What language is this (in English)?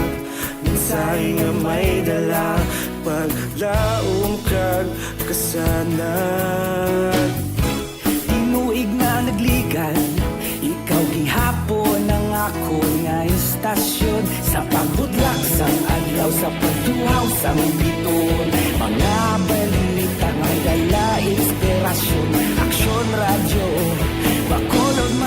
Hiligaynon